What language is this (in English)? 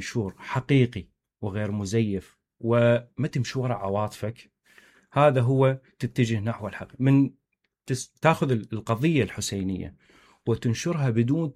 Mesopotamian Arabic